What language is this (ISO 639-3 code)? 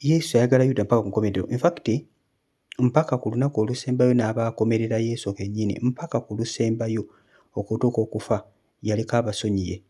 lug